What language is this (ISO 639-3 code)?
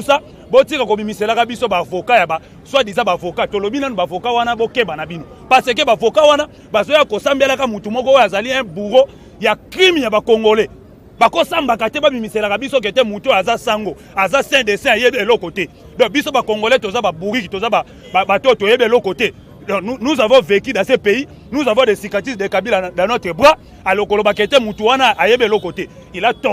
lin